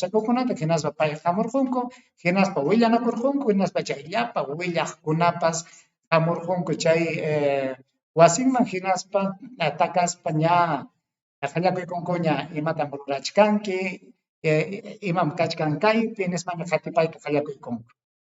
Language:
Ayacucho Quechua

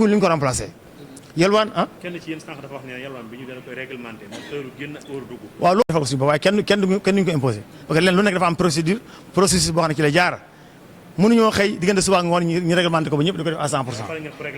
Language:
Wolof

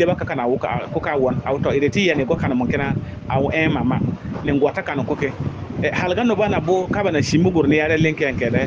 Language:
Bissa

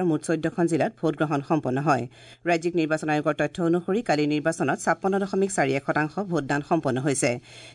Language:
Assamese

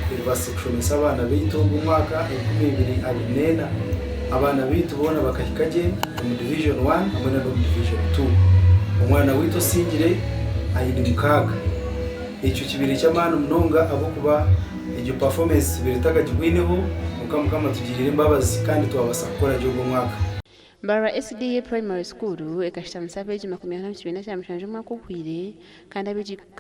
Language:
Nyankole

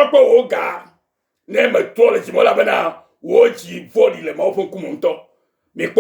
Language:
Ewe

